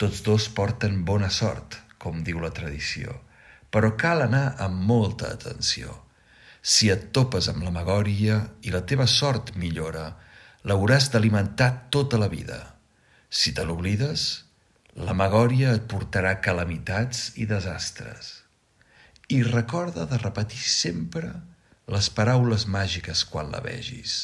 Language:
Catalan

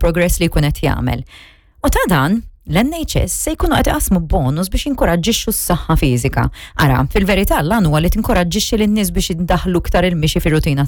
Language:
Maltese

